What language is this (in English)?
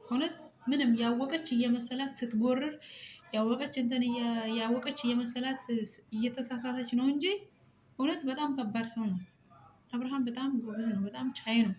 Amharic